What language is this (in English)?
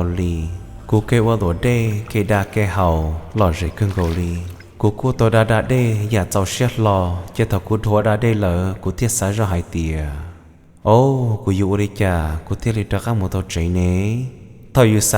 Hmong